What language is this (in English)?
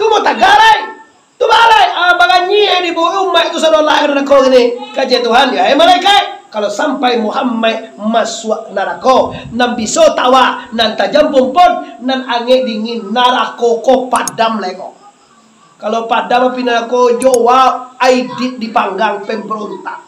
Minangkabau